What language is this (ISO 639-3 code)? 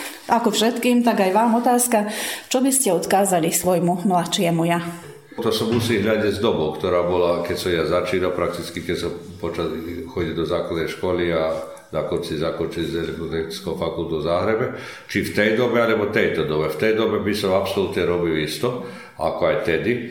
slk